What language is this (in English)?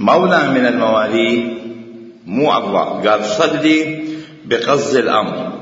Mesopotamian Arabic